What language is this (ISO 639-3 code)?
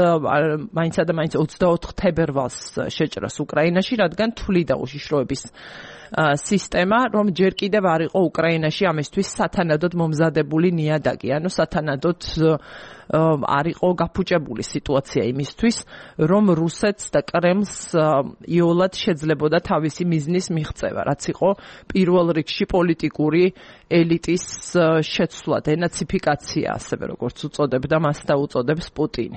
kat